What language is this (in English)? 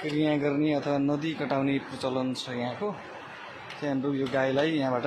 Nepali